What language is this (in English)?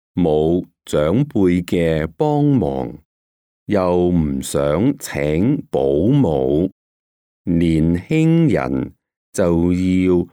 Cantonese